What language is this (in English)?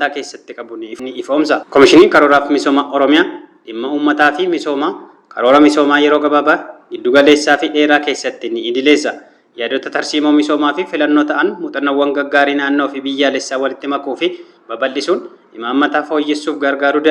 Oromo